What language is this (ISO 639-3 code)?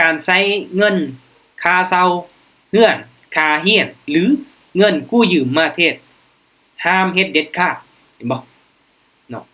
lao